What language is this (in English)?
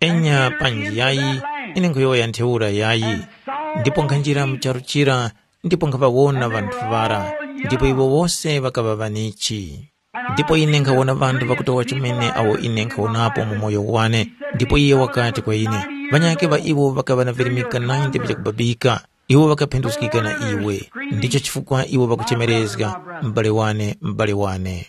Tumbuka